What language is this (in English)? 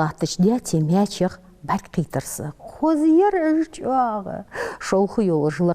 Ingush